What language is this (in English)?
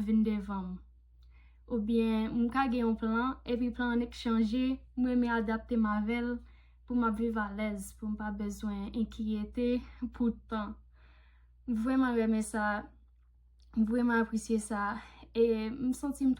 Haitian Creole